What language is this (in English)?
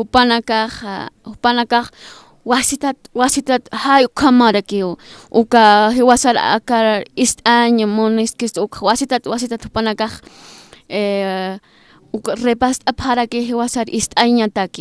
Aymara